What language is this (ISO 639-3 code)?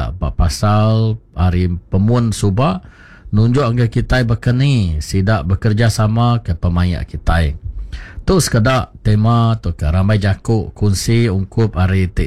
iba